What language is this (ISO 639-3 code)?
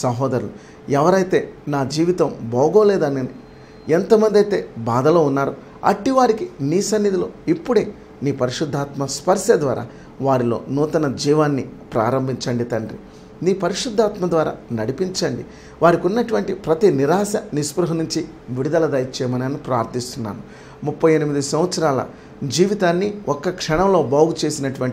tel